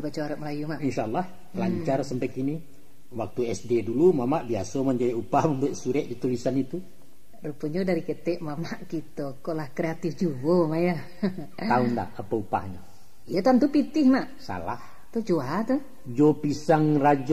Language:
Minangkabau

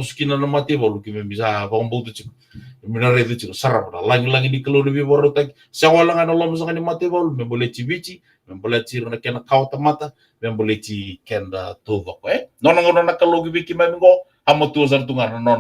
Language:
Fijian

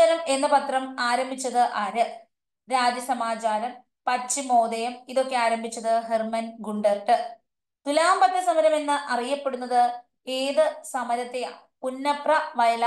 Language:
Malayalam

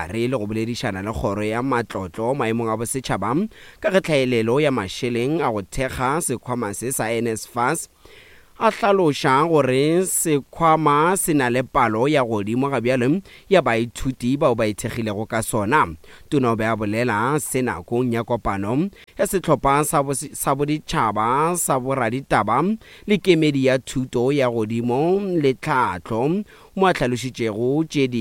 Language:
Northern Sotho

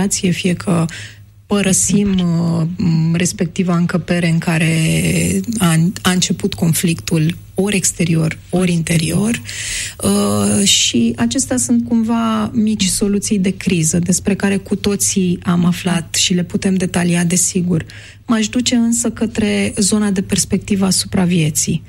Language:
Romanian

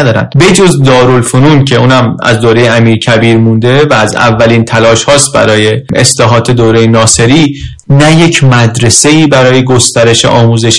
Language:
Persian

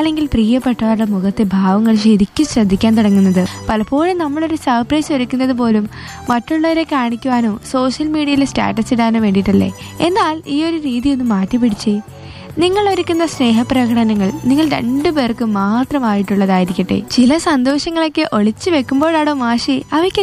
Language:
Malayalam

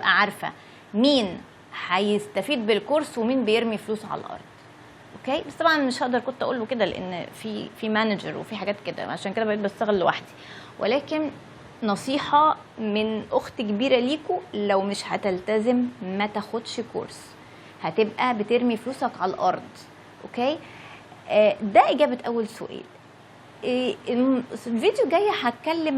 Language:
Egyptian Arabic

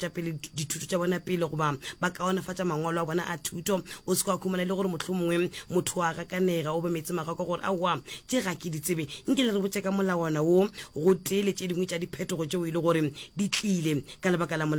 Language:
Northern Sotho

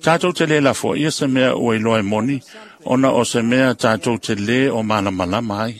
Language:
Samoan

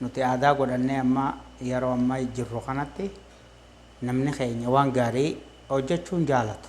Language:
Oromo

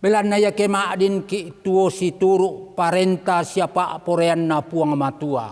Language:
Toraja-Sa'dan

